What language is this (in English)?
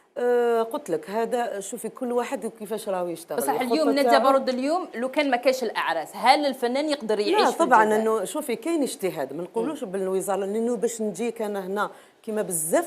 Algerian Arabic